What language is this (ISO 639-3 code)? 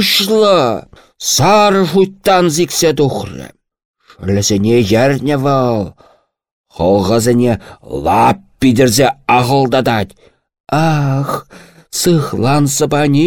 chv